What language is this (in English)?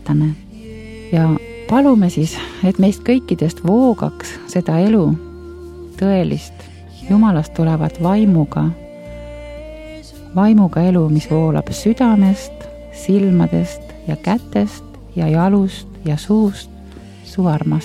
Estonian